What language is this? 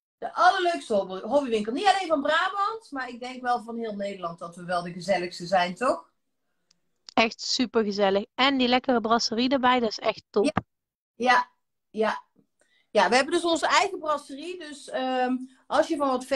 Dutch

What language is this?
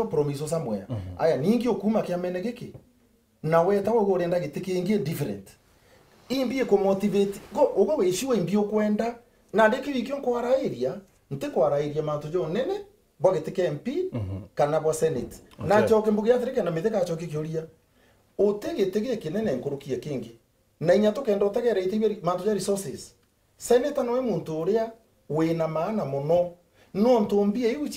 Meru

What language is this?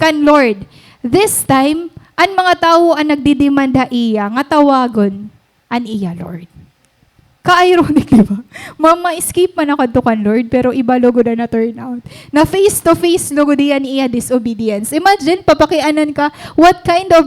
Waray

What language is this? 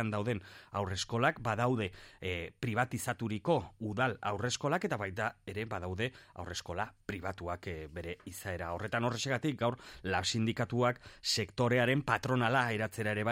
Basque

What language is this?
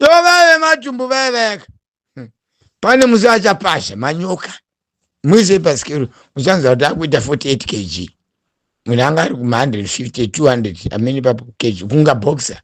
Shona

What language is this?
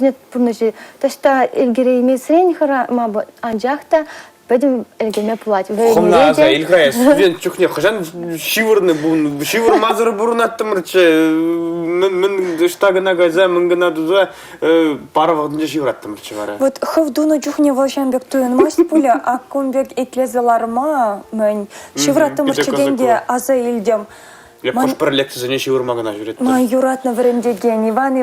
Chuvash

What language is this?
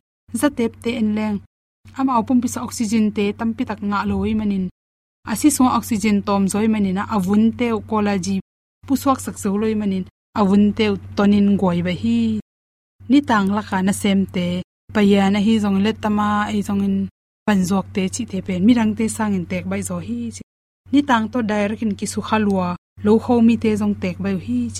Tedim Chin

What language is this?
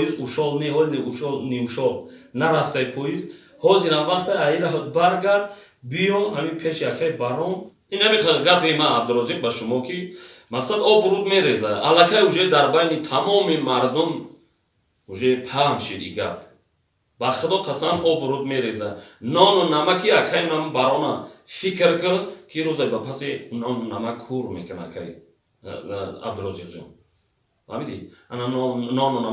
Tajik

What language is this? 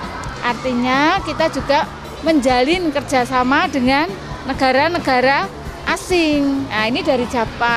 Indonesian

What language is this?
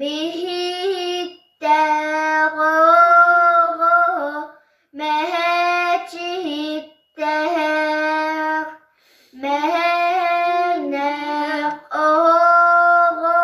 Yakut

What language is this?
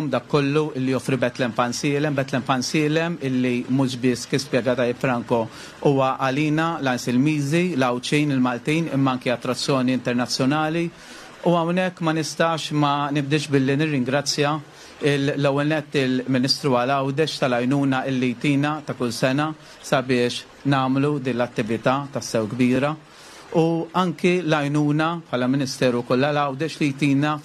Maltese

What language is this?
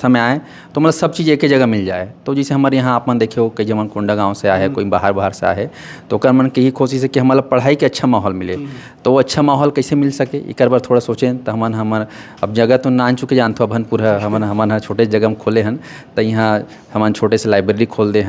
Chhattisgarhi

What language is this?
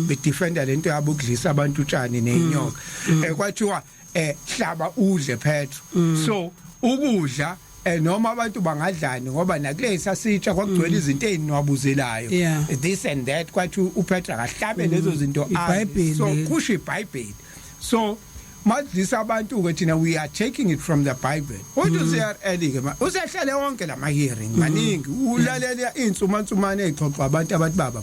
Zulu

